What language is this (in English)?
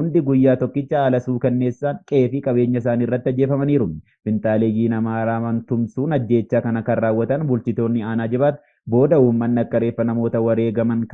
Oromo